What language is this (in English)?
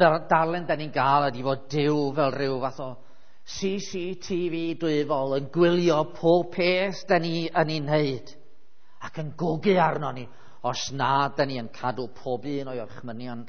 Welsh